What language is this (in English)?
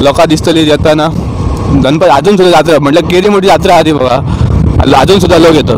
Konkani